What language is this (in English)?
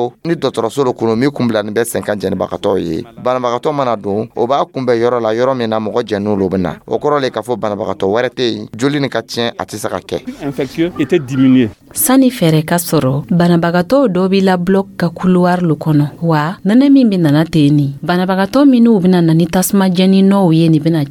Dyula